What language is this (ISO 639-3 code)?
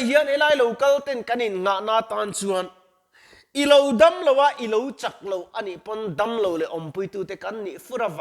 lus